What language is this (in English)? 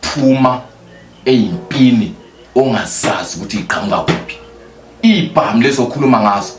Zulu